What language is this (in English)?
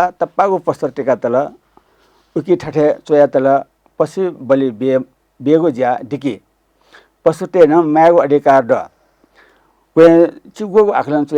Newari